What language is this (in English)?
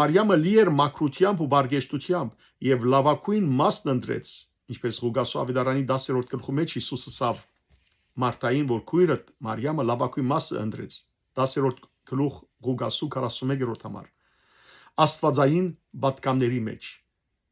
Western Armenian